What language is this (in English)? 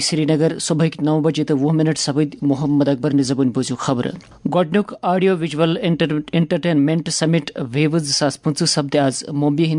Kashmiri